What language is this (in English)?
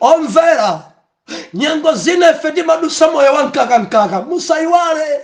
Nyanja